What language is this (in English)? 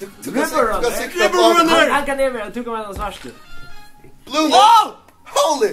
Faroese